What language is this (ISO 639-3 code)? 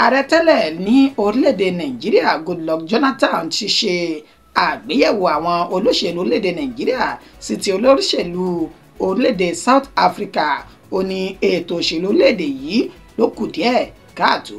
yor